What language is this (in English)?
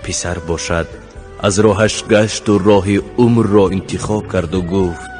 Tajik